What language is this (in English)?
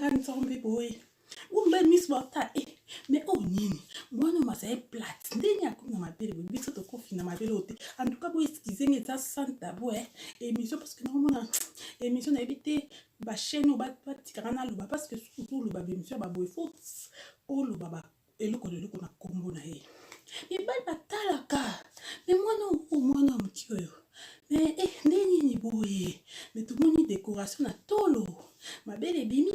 Lingala